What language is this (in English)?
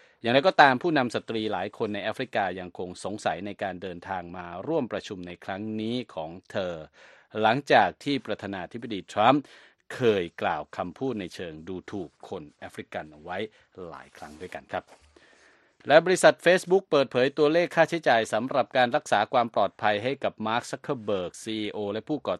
Thai